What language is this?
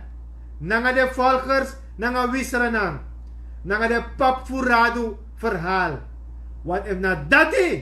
Sranan Tongo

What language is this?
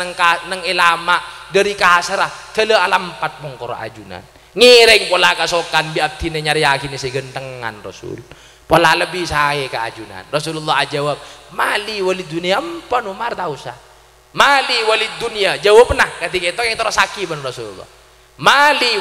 Madurese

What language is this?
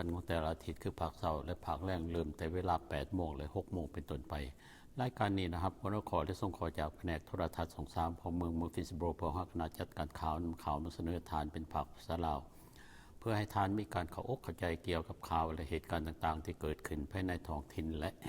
Lao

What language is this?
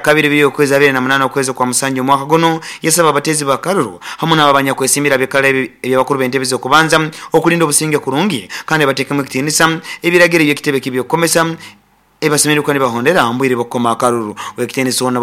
Nyoro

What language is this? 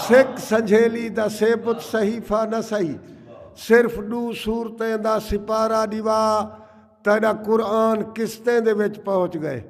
Saraiki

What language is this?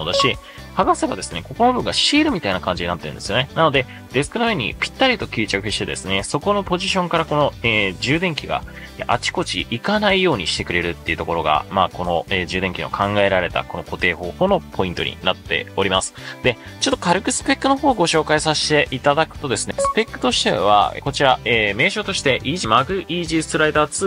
Japanese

